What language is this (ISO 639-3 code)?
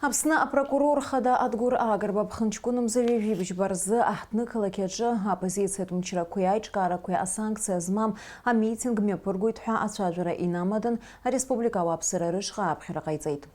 abk